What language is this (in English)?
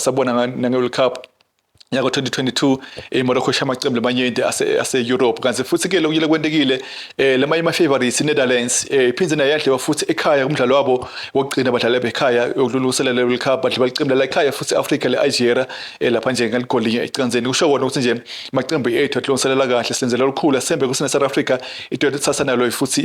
Swati